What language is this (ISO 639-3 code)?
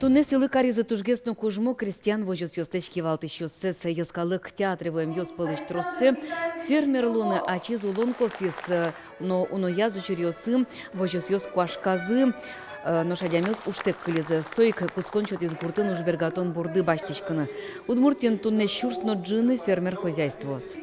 udm